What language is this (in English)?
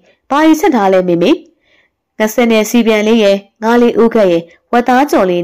Burmese